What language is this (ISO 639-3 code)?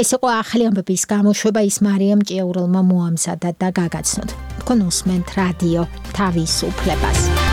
kat